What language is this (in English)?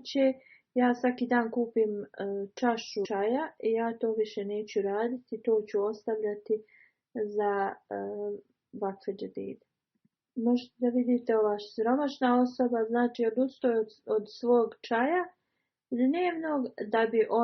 Bosnian